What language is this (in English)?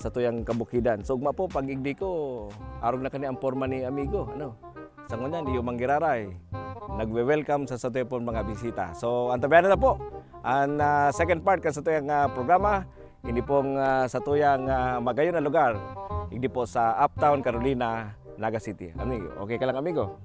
Bikol